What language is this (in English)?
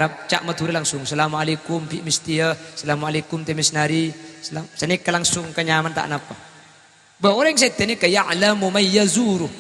Madurese